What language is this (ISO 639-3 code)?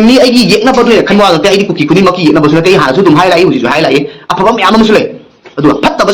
mni